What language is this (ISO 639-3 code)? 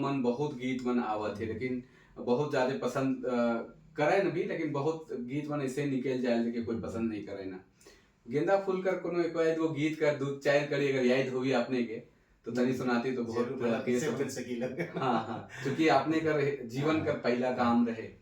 sck